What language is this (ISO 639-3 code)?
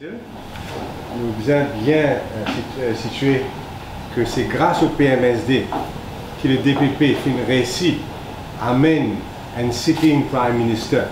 mfe